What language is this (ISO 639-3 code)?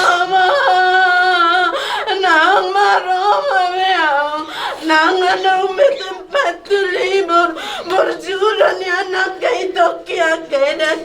bbc